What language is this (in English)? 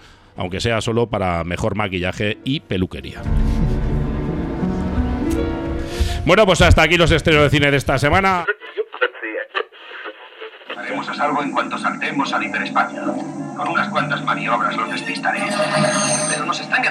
Spanish